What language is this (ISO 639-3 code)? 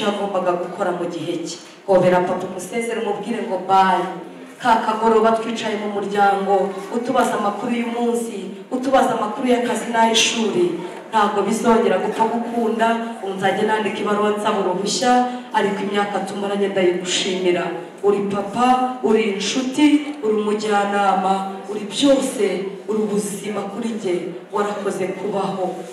kin